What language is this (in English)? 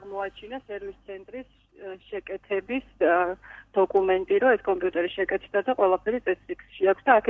Georgian